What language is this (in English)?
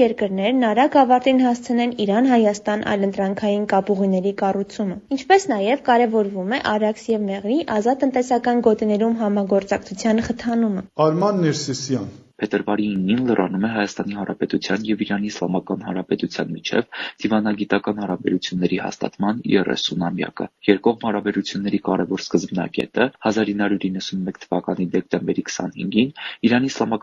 Armenian